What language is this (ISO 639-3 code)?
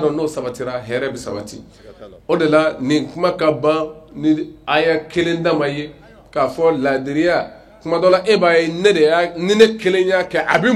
bam